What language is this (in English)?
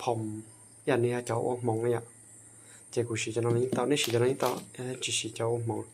Hmong